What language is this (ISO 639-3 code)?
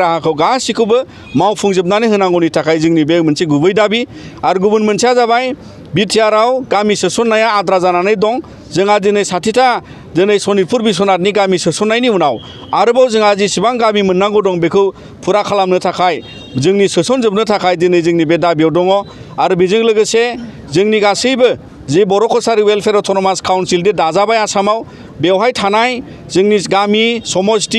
brx